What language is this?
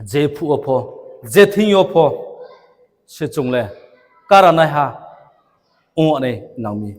Riang (India)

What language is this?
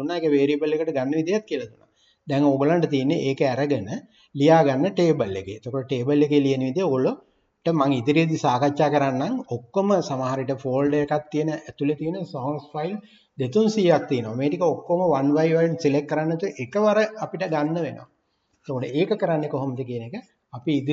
Sinhala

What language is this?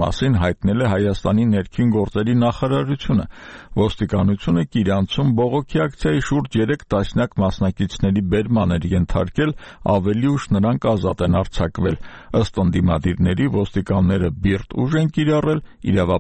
Armenian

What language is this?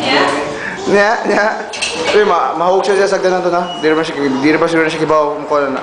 Cebuano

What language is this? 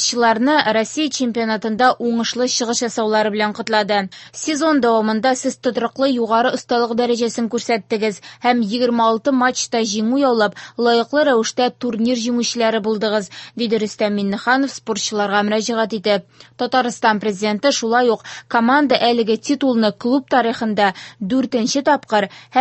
Tatar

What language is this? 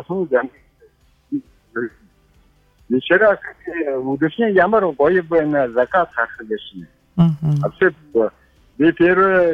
Buriat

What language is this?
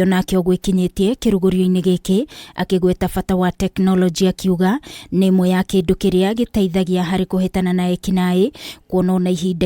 Kikuyu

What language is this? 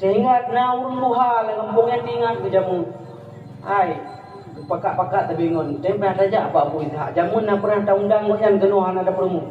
Achinese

